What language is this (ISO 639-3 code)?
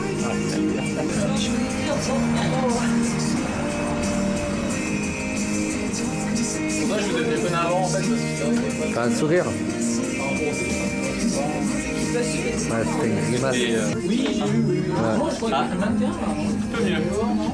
fra